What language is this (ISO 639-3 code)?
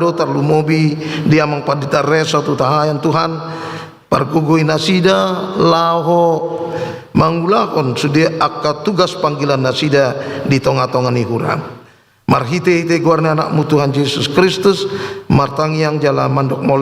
bbc